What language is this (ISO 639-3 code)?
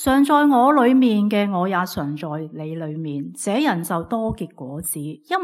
yue